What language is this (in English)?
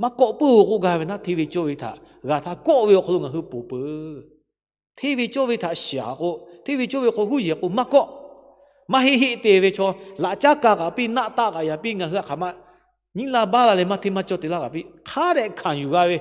Lahu